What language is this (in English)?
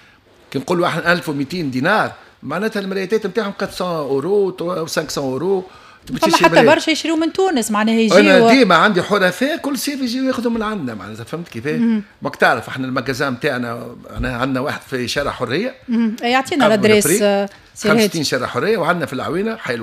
Tunisian Arabic